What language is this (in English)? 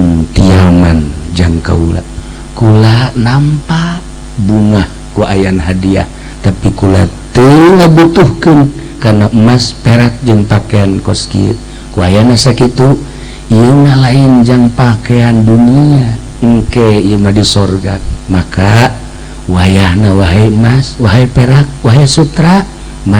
Sundanese